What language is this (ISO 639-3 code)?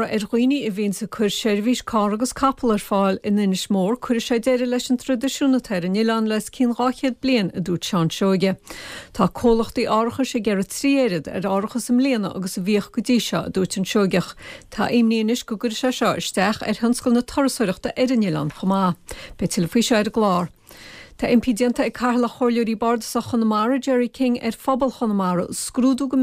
gle